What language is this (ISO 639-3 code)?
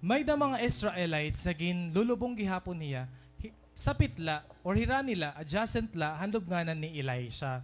war